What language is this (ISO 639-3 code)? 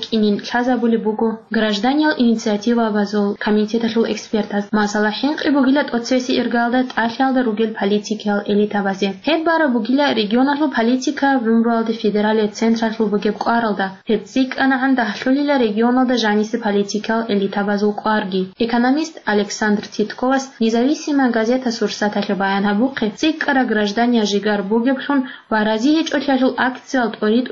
ava